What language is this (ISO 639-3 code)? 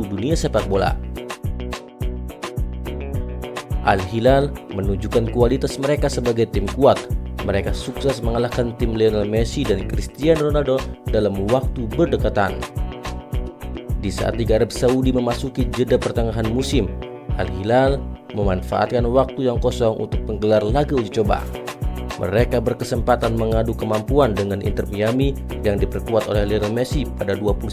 ind